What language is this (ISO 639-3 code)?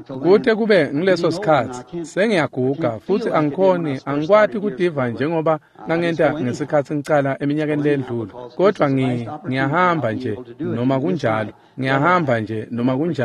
ssw